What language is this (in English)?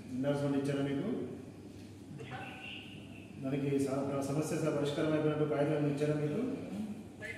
Telugu